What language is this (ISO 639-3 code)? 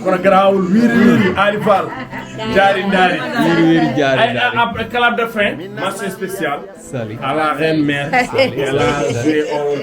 ful